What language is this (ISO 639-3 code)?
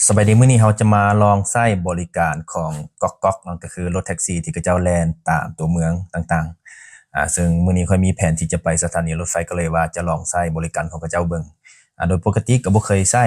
lao